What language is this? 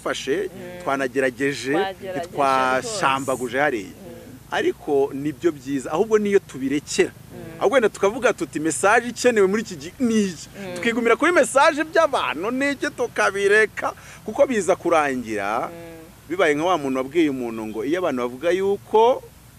Kinyarwanda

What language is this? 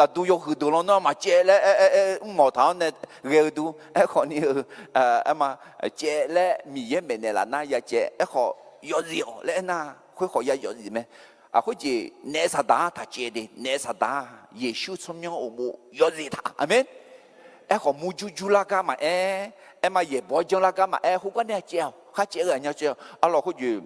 Akha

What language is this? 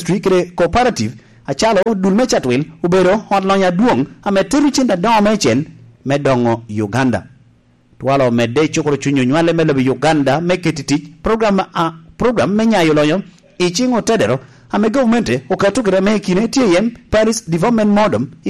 Lango (Uganda)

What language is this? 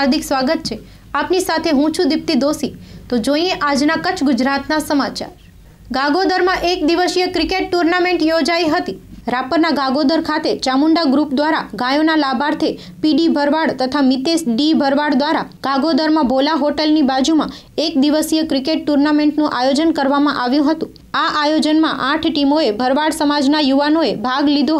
Gujarati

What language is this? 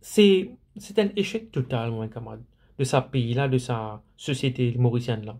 Morisyen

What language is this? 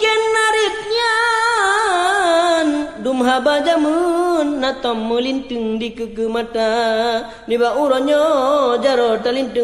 Achinese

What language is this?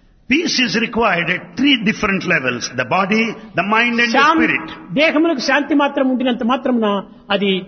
Telugu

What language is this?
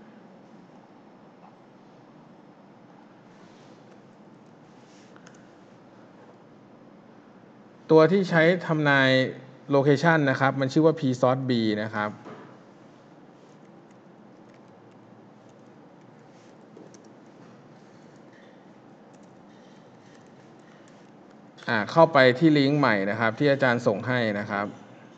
Thai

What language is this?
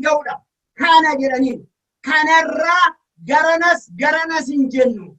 Oromo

